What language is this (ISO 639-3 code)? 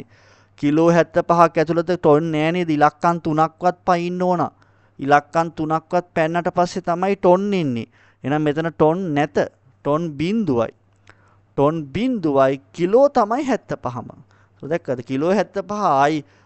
sin